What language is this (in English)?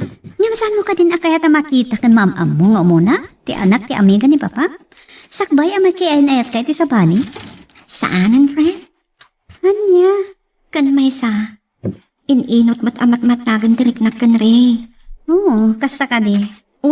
Iloko